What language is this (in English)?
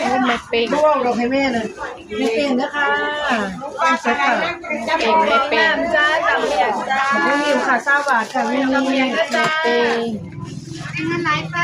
Northeastern Thai